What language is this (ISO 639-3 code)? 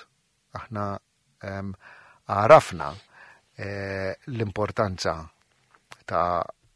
mlt